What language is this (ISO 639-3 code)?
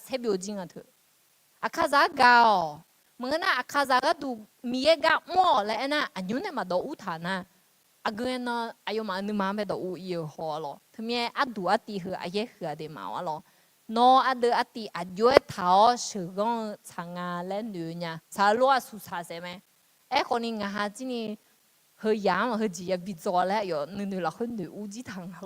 ahk